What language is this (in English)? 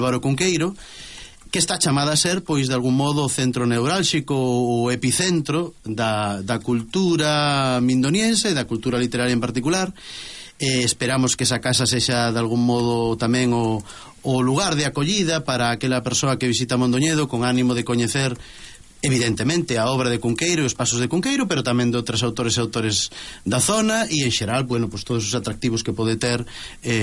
Galician